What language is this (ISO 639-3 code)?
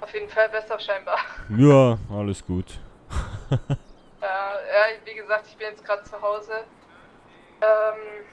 gsw